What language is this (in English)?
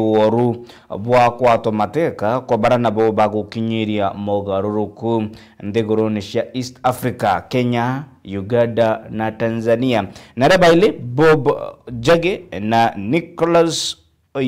Meru